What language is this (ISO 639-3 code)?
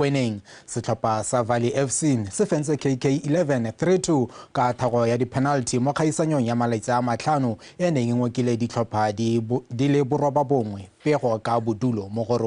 tsn